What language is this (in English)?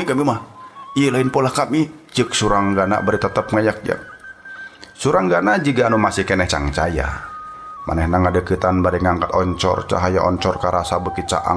Sundanese